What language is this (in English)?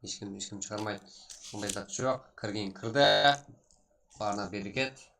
Kara-Kalpak